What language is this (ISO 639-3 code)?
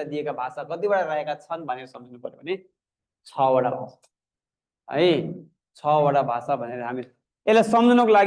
nep